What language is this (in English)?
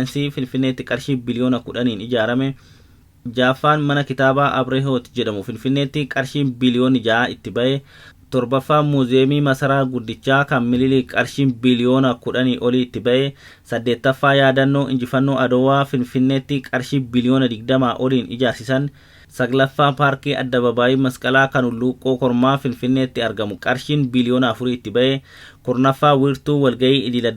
Oromo